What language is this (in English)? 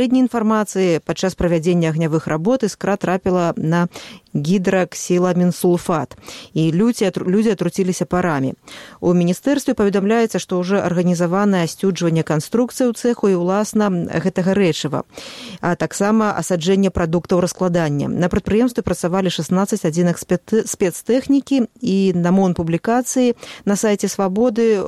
Belarusian